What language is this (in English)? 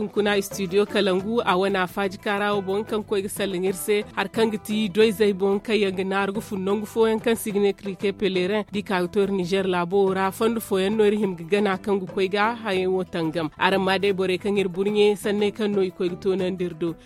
Zarma